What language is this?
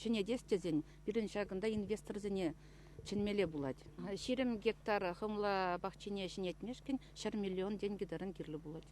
Chuvash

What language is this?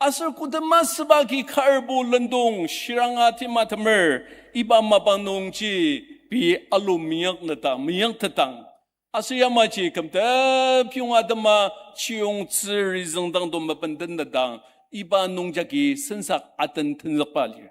Ao Naga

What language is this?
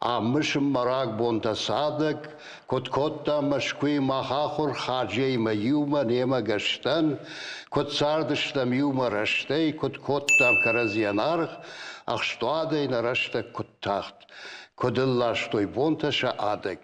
Ossetic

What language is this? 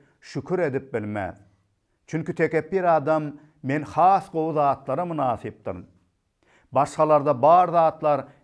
Turkmen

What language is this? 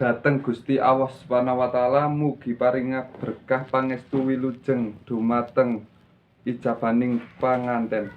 Javanese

